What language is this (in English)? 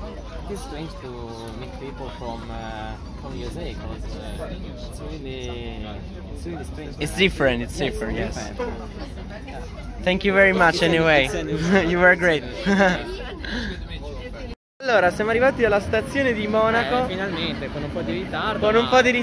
Italian